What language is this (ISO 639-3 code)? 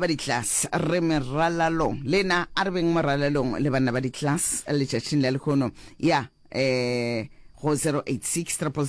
nso